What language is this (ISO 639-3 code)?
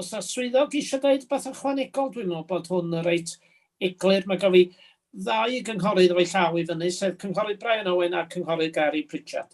cym